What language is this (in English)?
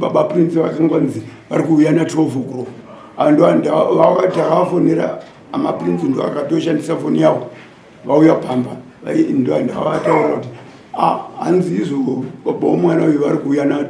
Shona